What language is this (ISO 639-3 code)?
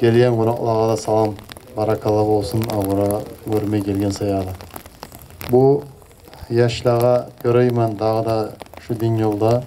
kum